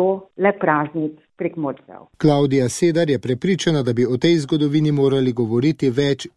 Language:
Slovenian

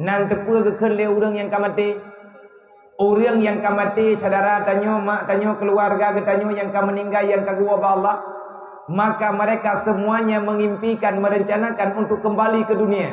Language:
Achinese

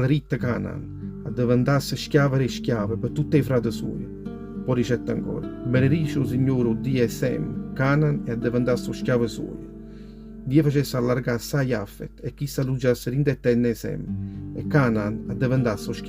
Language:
Neapolitan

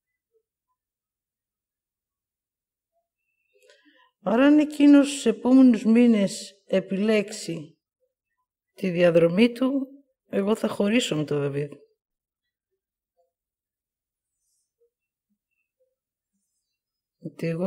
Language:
Greek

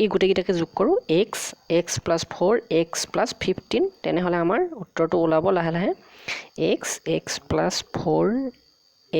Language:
Assamese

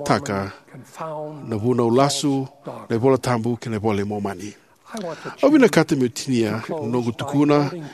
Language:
Fijian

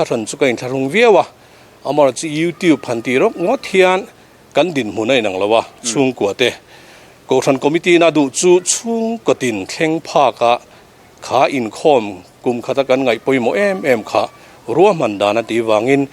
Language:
Mizo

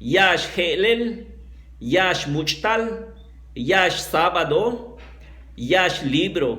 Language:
Yucateco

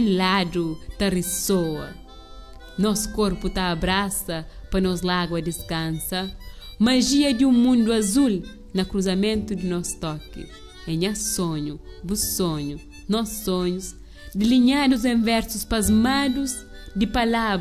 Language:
Kabuverdianu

